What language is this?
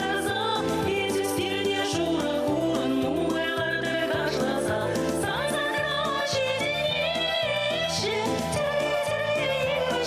Chuvash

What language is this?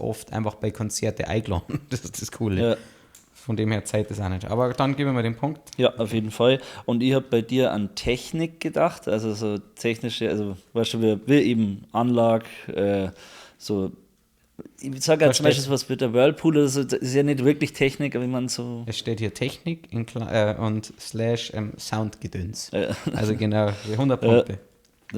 Bavarian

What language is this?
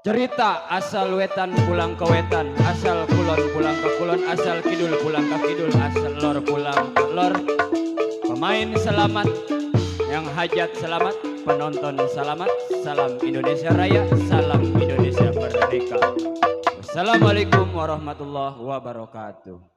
Betawi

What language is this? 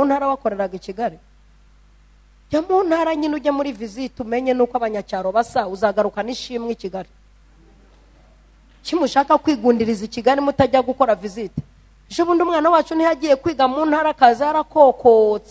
Kinyarwanda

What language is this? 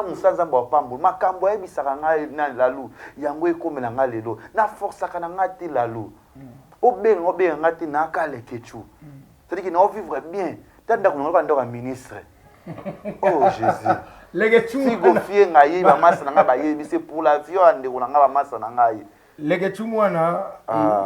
Lingala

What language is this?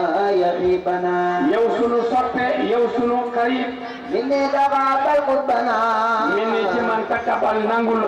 Wolof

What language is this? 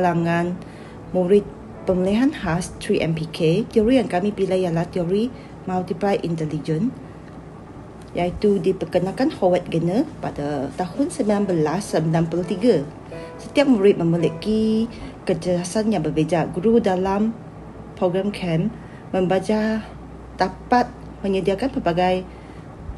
Malay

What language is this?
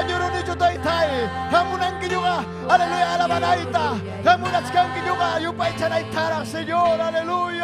Ayacucho Quechua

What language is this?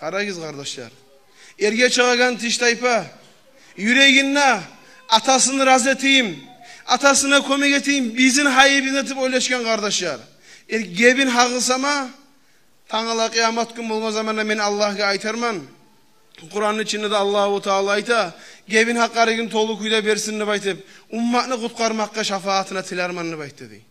Kumyk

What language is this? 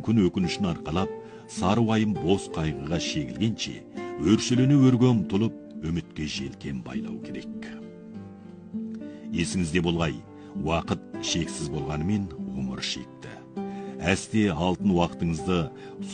Kazakh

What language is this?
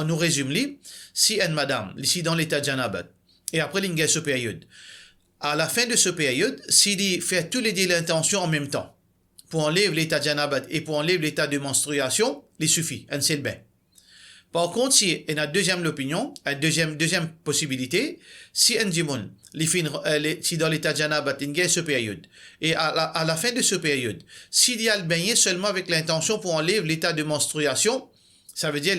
Morisyen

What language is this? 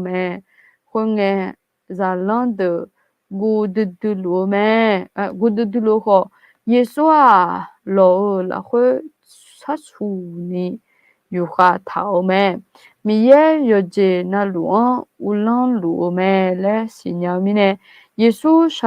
Akha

